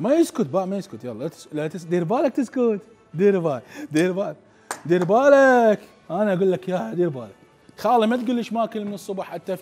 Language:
Mesopotamian Arabic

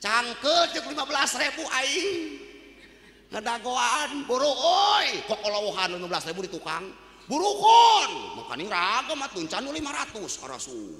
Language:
Sundanese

